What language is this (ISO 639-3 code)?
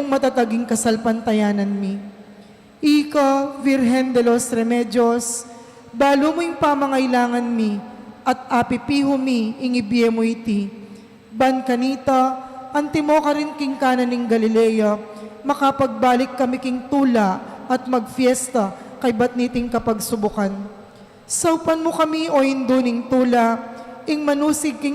pam